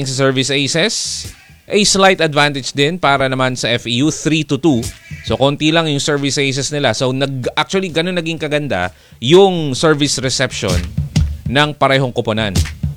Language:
Filipino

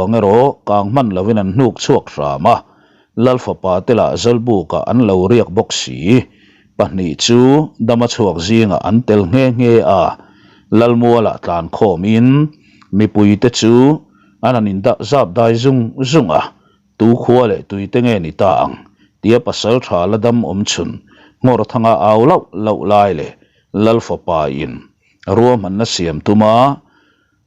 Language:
Mizo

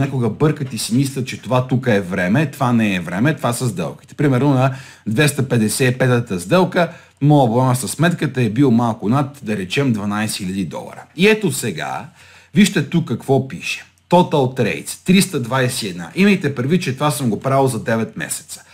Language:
Bulgarian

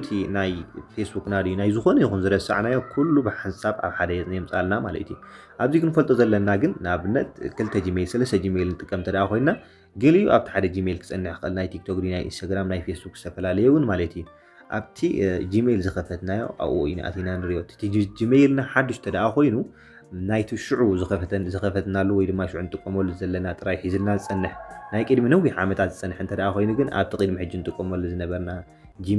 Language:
Tigrinya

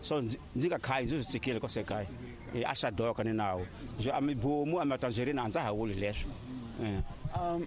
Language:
Tsonga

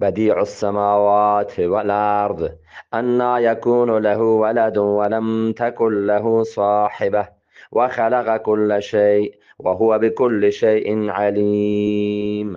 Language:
Eastern Balochi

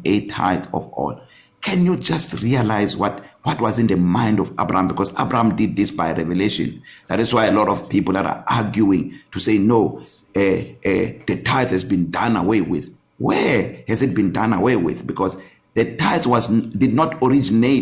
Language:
English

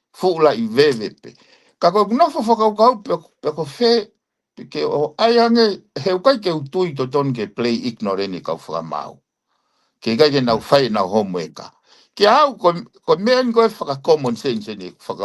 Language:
Tongan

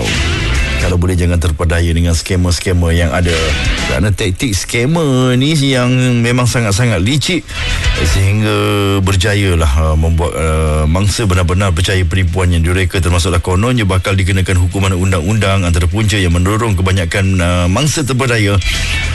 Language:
Malay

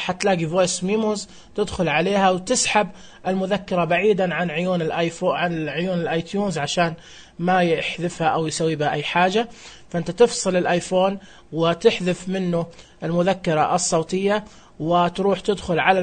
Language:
Najdi Arabic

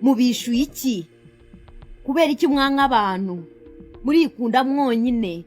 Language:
Ganda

